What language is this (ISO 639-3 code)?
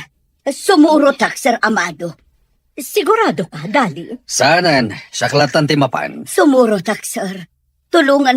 ilo